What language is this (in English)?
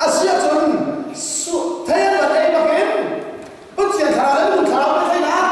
Hakha Chin